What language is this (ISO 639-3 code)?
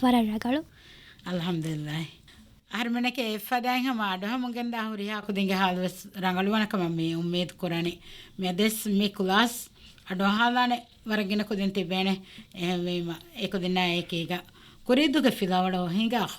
div